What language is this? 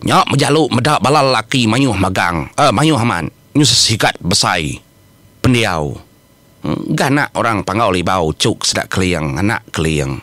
Iban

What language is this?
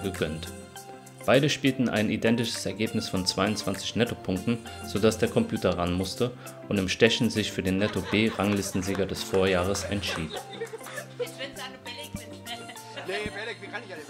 German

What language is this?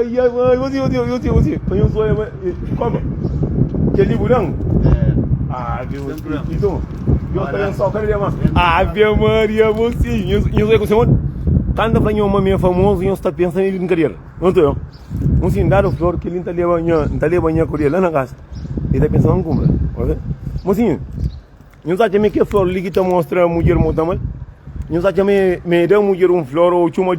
Kabuverdianu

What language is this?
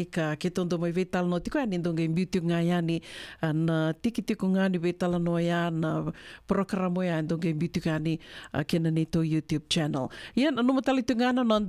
Fijian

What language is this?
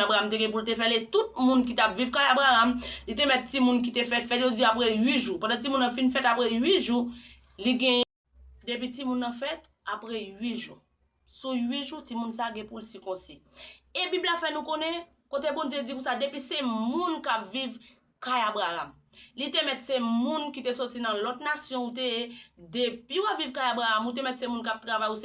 Haitian Creole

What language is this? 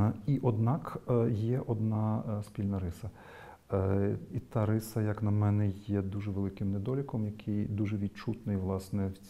Ukrainian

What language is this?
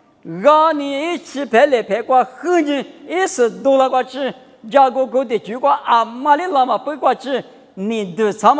Lisu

